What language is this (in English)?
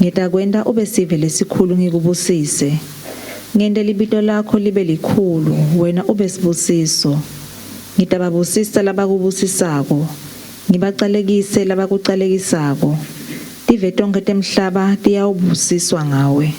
Swati